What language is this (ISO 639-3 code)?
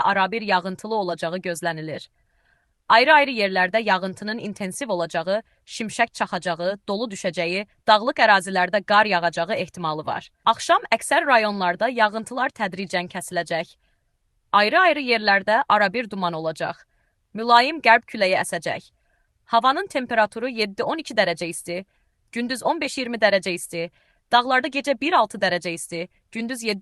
aze